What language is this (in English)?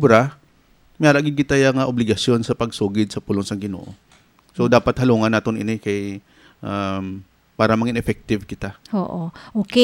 Hiligaynon